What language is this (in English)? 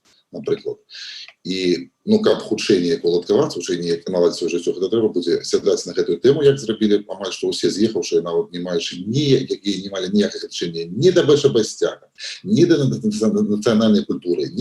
Belarusian